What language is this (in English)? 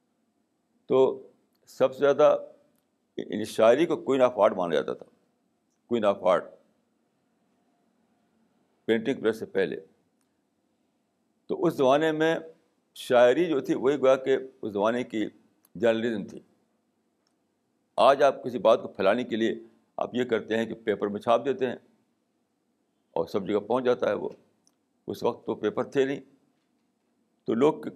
Urdu